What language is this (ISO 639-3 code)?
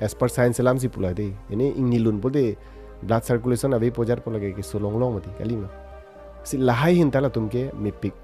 mjw